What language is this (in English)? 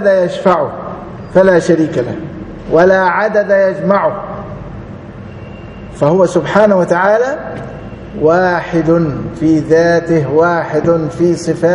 Arabic